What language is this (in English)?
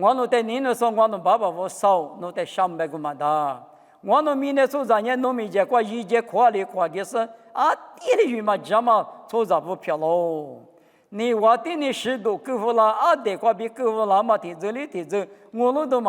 Lisu